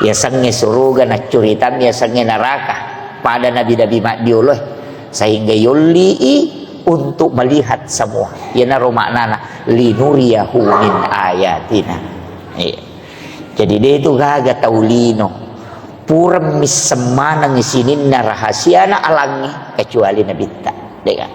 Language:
Buginese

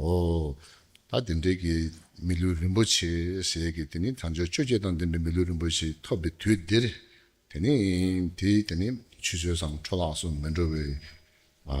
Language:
Tibetan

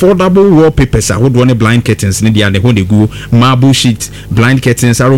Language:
Akan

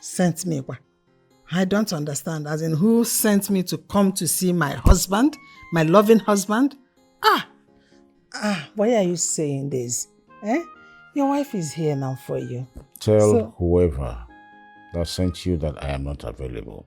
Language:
Nigerian Pidgin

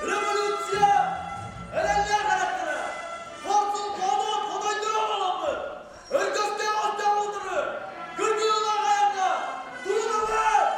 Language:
Yakut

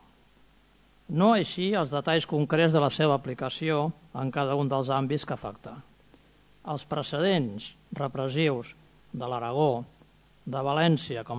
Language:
Catalan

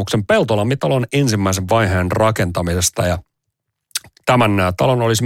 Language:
Finnish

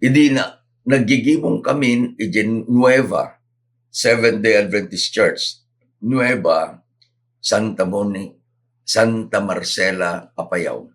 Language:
Iloko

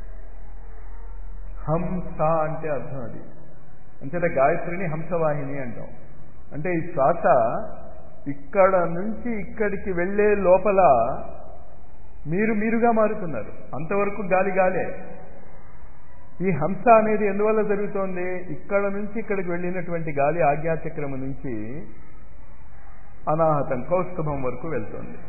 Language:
Telugu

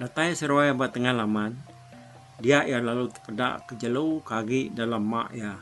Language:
Iban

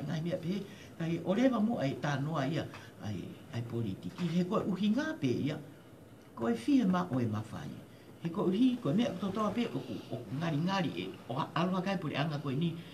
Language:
Tongan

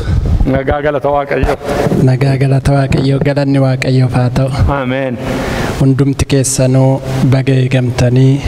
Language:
Oromo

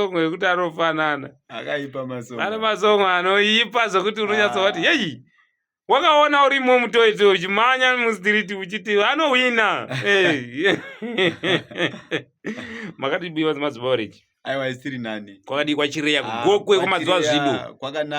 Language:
Shona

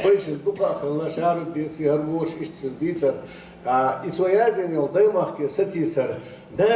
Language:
Chechen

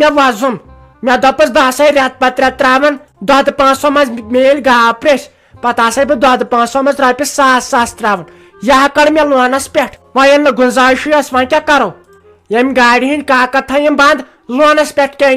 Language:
Kashmiri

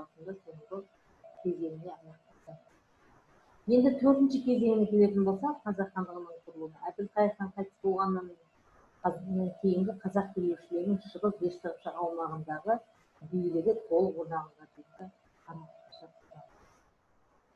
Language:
Kazakh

